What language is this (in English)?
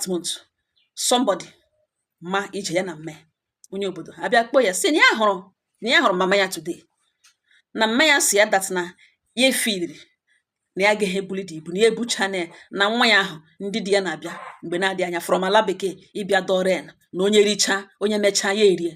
Igbo